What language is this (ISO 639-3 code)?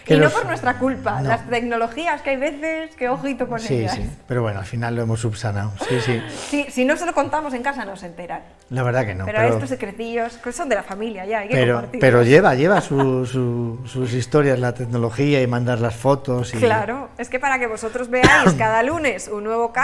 spa